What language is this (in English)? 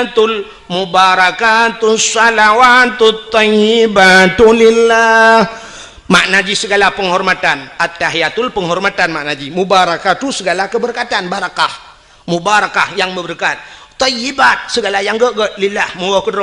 Achinese